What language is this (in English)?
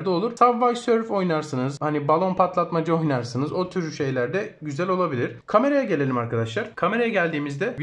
Turkish